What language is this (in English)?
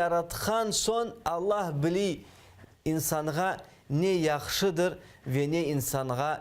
Crimean Tatar